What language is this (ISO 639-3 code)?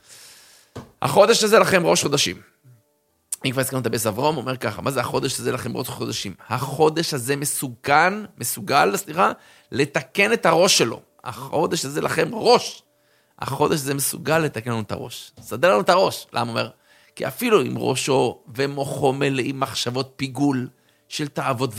heb